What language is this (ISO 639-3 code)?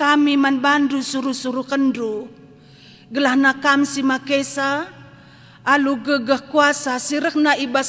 btx